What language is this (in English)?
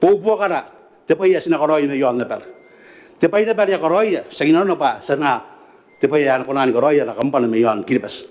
Gilbertese